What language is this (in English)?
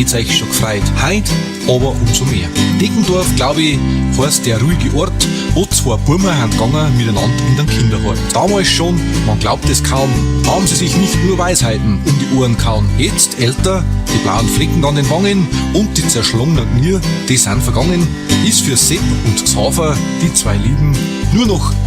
Bavarian